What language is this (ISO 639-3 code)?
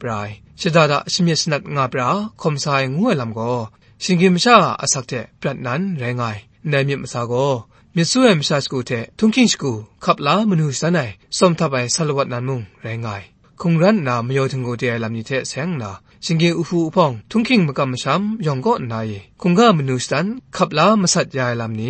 kac